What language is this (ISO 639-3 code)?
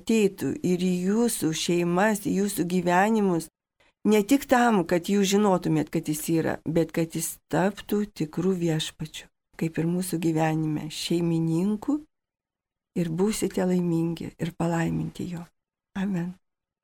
lit